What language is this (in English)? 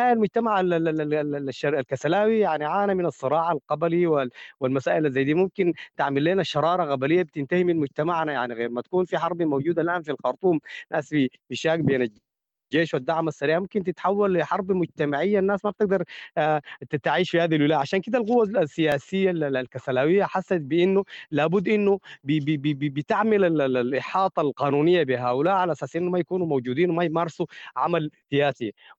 Sudanese Arabic